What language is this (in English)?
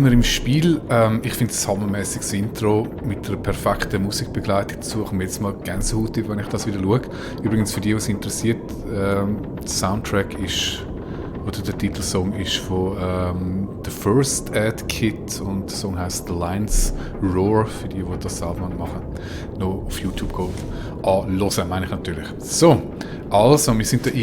Swiss German